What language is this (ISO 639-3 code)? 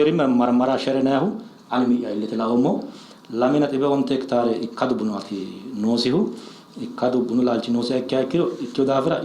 sid